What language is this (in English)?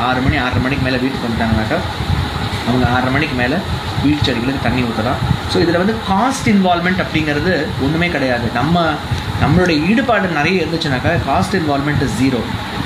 Tamil